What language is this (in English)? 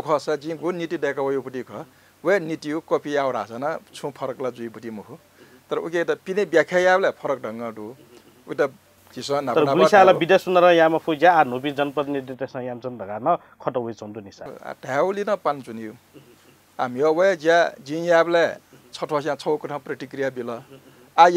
Newari